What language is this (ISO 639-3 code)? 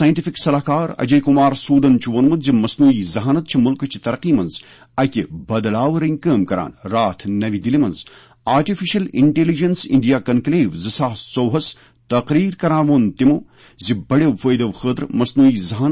kas